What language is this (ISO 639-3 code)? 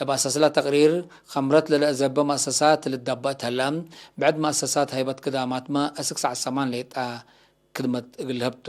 tig